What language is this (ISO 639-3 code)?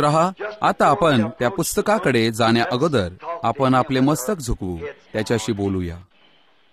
mar